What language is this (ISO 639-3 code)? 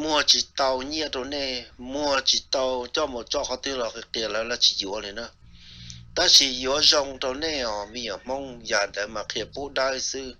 hmn